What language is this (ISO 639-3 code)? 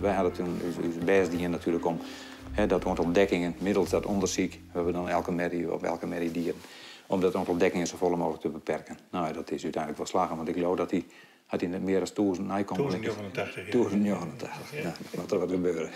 fry